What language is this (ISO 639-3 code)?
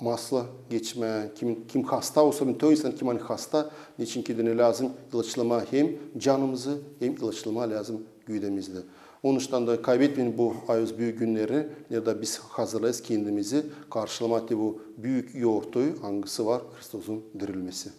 gag